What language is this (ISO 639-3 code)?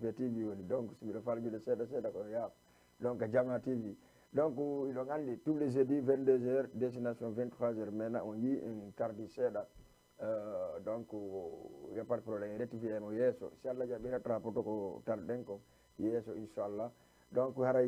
ful